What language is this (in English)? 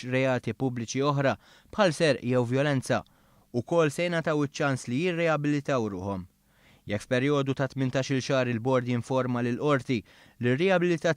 Maltese